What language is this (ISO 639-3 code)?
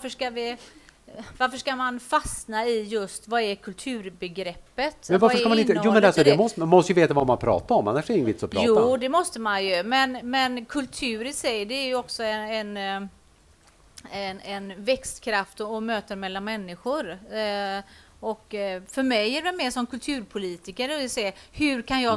swe